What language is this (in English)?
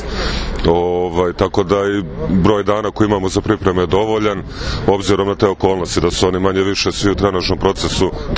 Serbian